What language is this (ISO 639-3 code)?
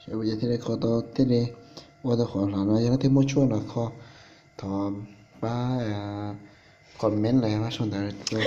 hmn